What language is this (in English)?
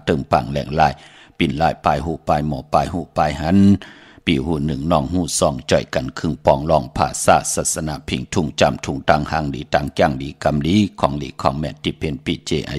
Shan